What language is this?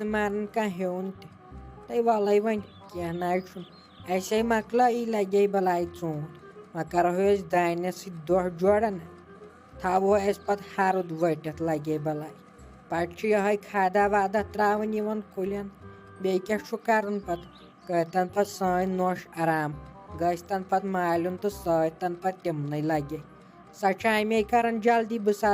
Kashmiri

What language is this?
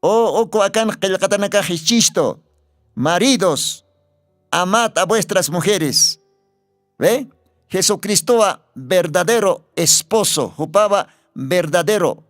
Aymara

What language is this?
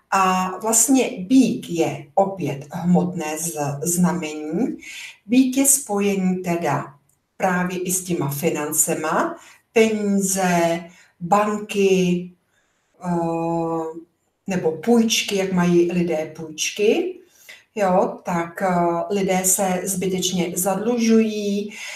Czech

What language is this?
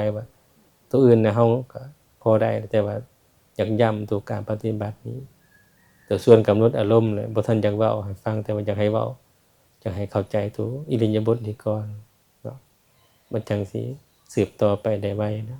Lao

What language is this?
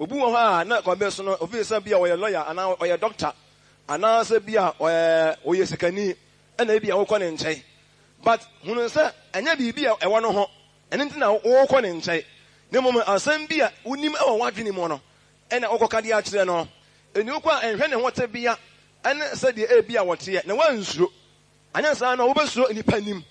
Akan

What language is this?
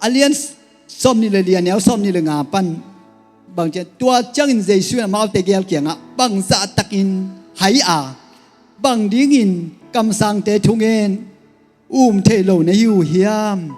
Tedim Chin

